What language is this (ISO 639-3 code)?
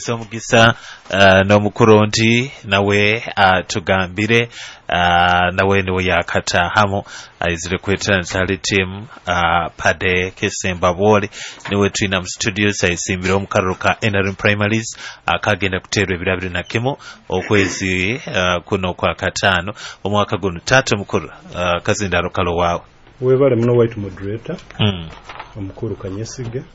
nyo